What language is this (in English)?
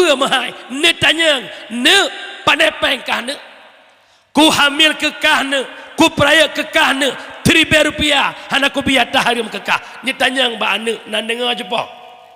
Achinese